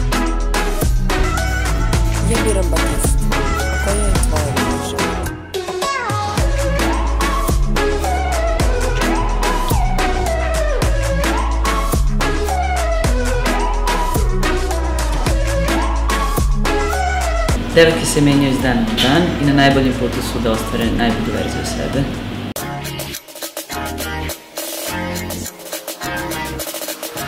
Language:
Serbian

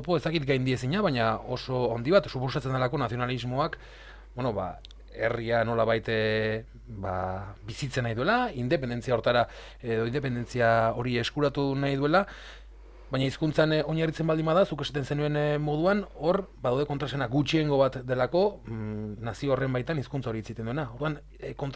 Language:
Basque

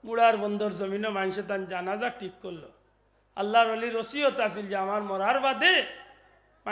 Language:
Sylheti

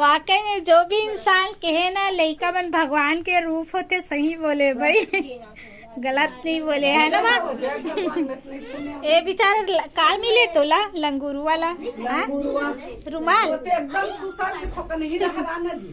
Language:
Chhattisgarhi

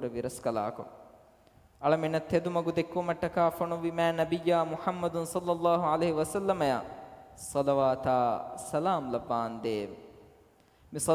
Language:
Divehi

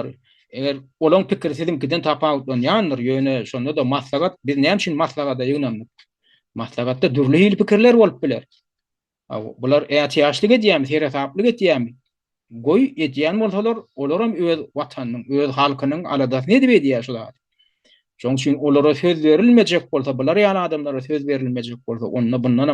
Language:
Turkmen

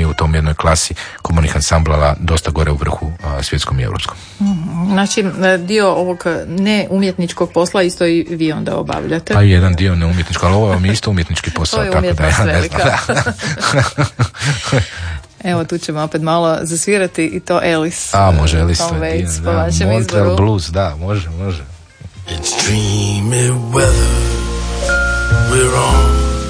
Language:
Croatian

